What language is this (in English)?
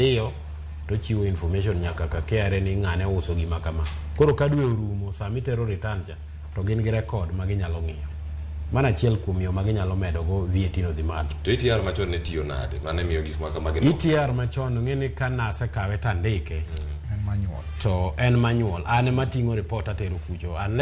Luo (Kenya and Tanzania)